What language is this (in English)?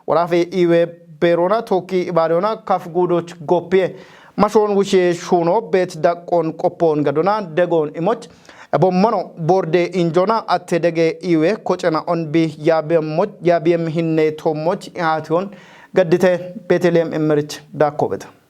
Kafa